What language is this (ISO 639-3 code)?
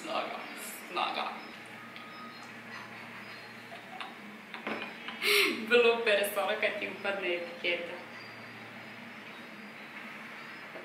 hrv